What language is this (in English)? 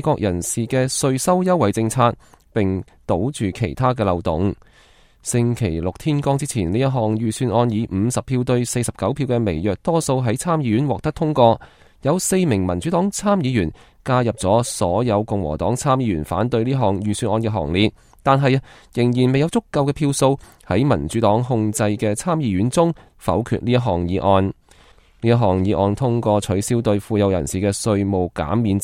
Cantonese